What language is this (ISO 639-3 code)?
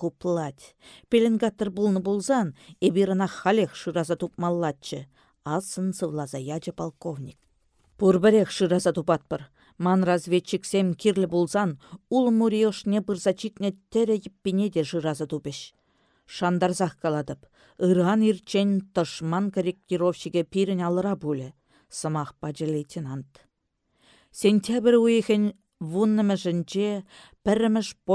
chv